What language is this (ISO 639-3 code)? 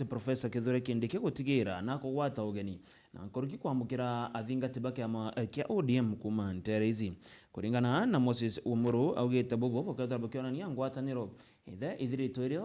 mer